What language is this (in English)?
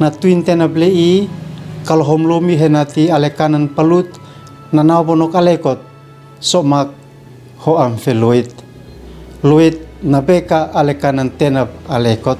Uab Meto